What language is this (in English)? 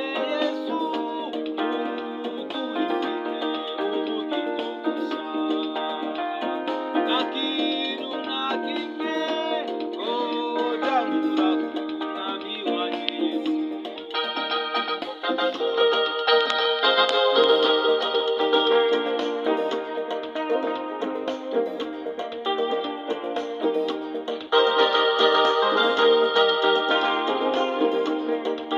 Kinyarwanda